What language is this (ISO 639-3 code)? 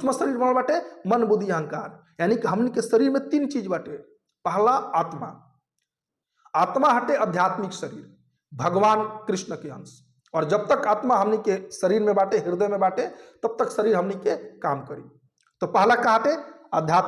bho